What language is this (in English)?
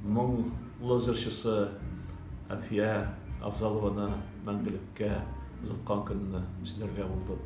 Tatar